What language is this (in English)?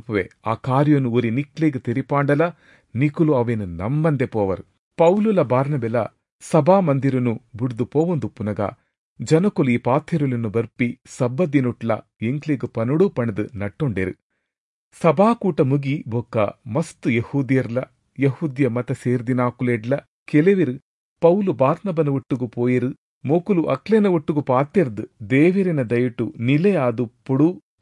Tulu